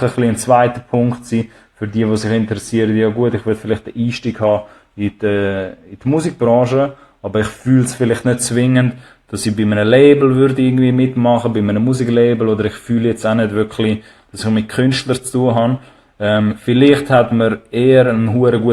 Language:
Swiss German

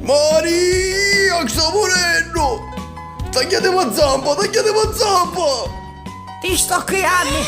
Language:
Sicilian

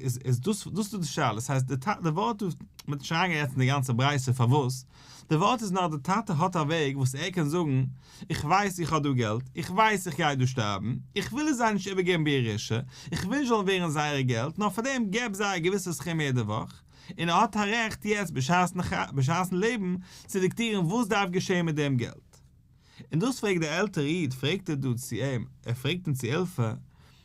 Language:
Yiddish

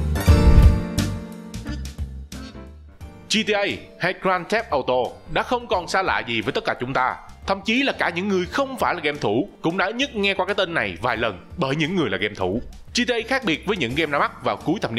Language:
Vietnamese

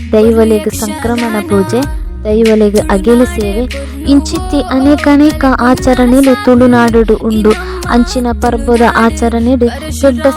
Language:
Tulu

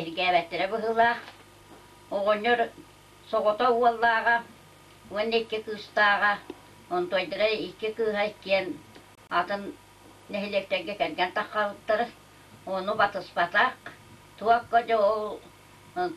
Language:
Yakut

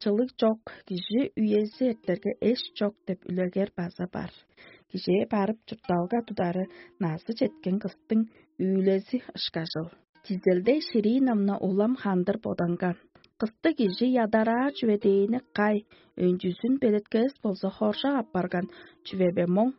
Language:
Tuvinian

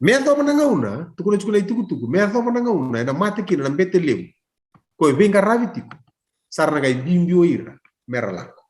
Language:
Fijian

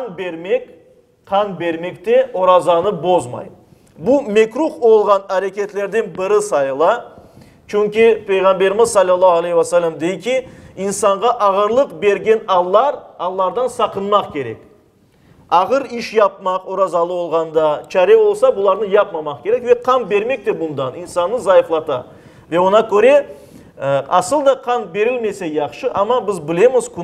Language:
Crimean Tatar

